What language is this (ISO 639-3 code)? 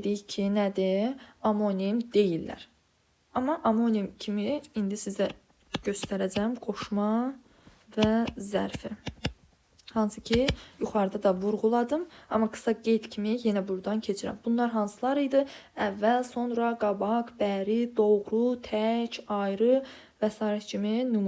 aze